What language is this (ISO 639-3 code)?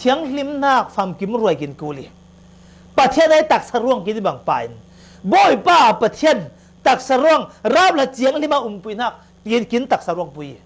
cfm